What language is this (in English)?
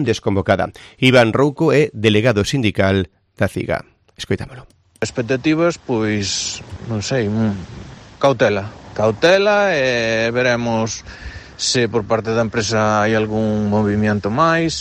Galician